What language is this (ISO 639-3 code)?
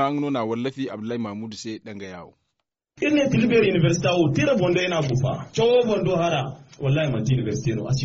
dje